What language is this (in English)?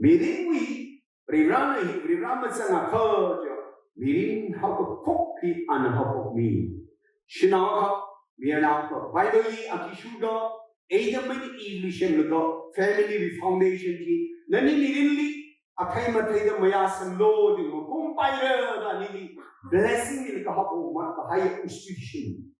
Tangkhul Naga (India)